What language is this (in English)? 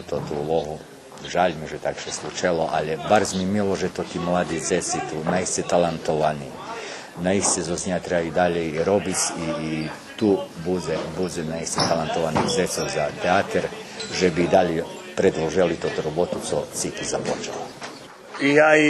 Rusyn